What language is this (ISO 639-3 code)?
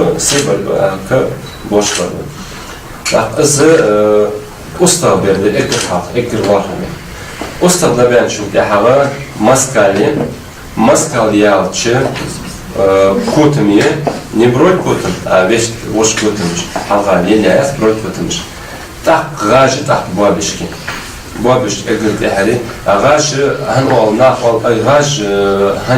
inh